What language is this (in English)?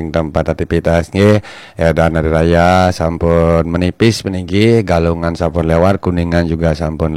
Balinese